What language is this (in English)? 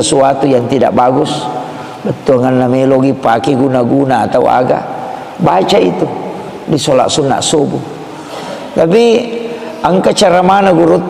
Buginese